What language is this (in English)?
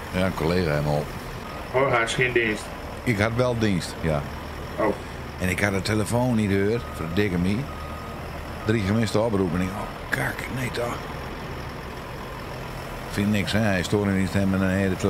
Dutch